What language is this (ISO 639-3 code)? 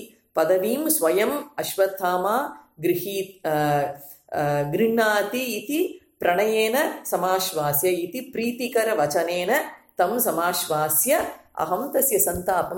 san